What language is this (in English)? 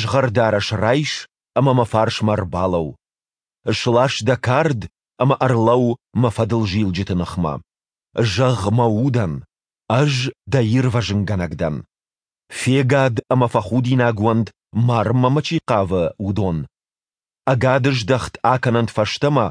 Ossetic